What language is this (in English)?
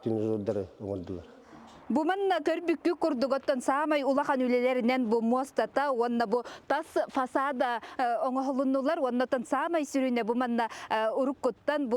Yakut